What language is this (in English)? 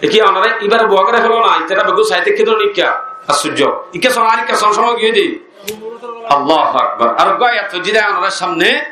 Rohingya